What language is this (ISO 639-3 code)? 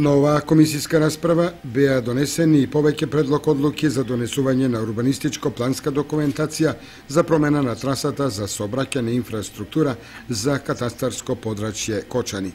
mkd